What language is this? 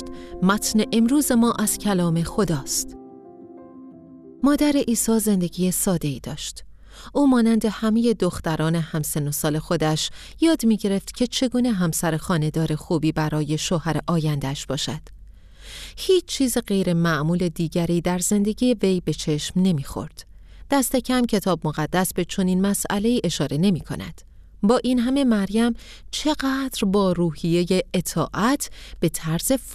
Persian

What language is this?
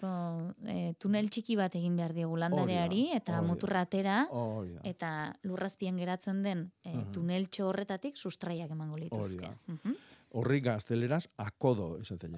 Basque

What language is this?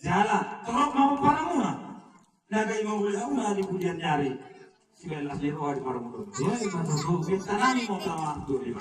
Batak Toba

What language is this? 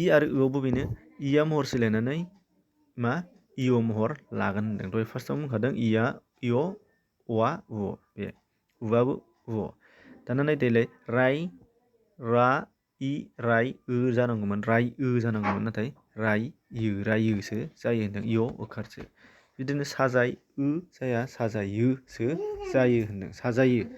Bodo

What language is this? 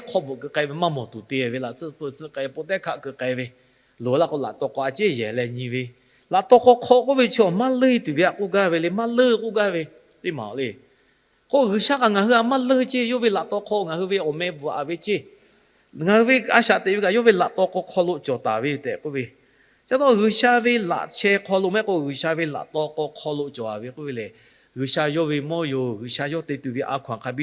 Lahu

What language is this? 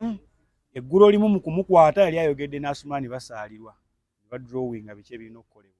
Ganda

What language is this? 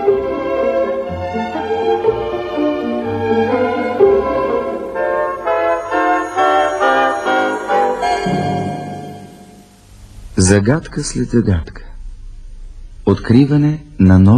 Bulgarian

